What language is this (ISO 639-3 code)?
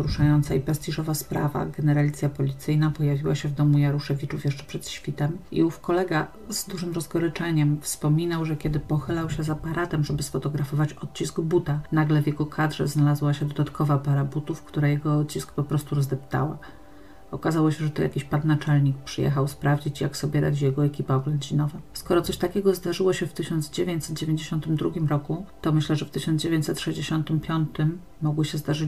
pol